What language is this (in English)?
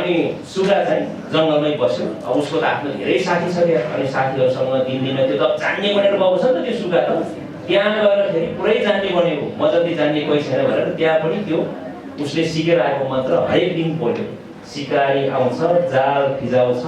Nepali